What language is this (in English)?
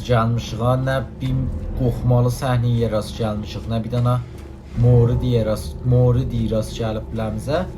South Azerbaijani